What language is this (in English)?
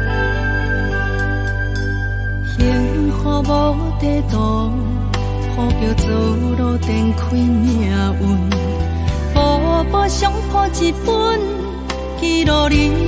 Min Nan Chinese